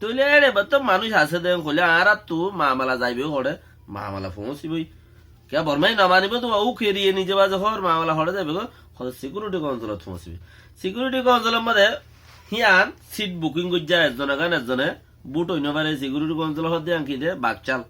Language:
Rohingya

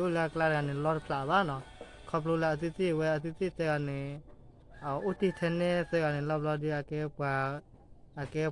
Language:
S'gaw Karen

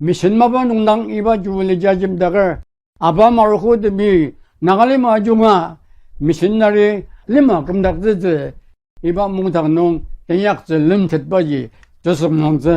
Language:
Ao Naga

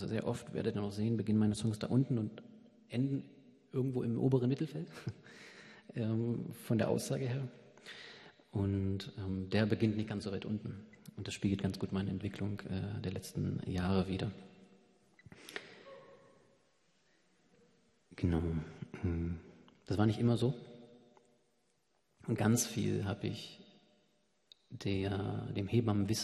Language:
German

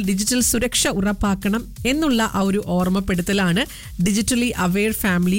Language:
Malayalam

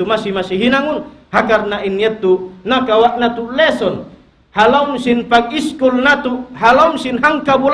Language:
Tausug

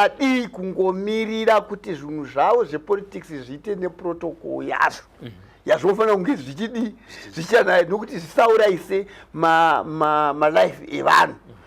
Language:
Shona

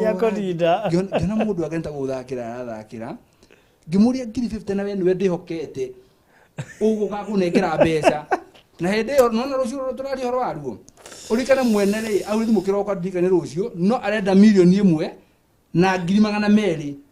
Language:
Kikuyu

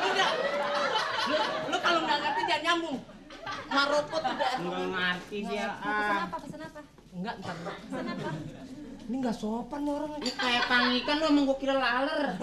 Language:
Betawi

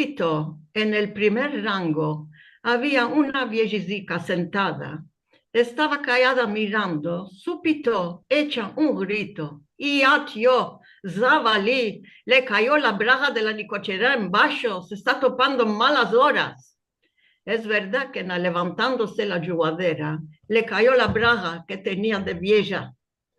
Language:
Ladino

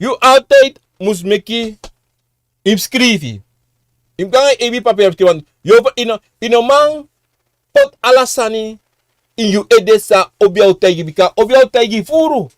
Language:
Sranan Tongo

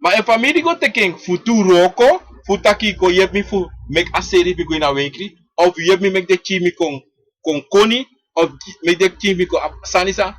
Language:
Sranan Tongo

